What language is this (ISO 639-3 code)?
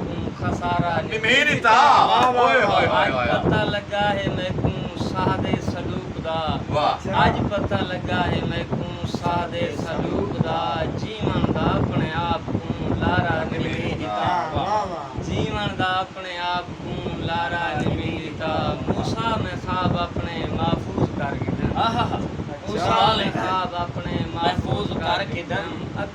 skr